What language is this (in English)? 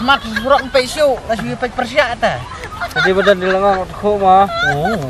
Khasi